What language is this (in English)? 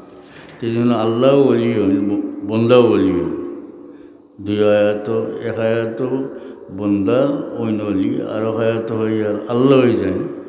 Sylheti